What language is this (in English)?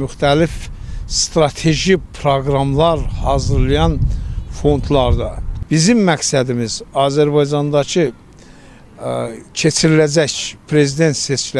Azerbaijani